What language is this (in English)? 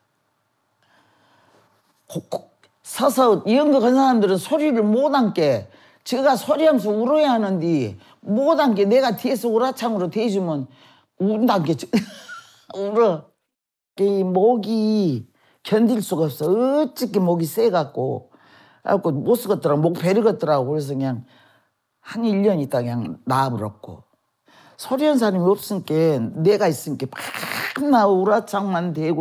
Korean